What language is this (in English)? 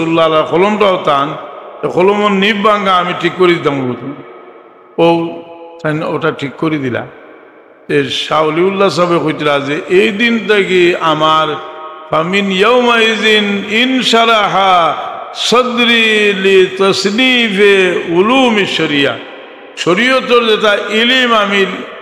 Sylheti